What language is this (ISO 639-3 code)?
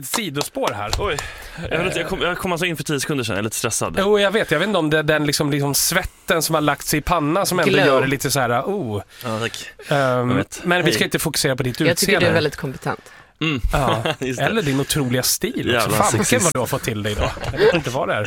swe